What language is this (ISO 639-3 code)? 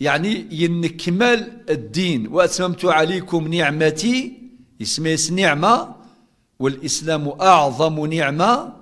kab